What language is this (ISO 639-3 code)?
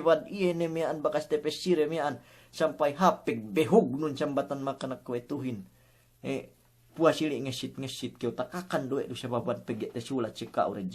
yka